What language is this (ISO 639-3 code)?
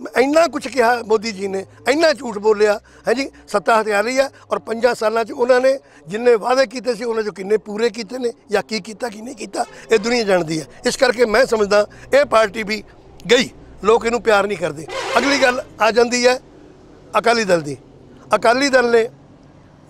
pan